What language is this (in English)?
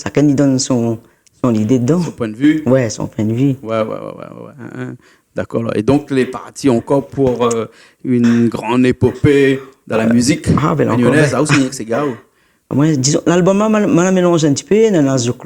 Réunion Creole French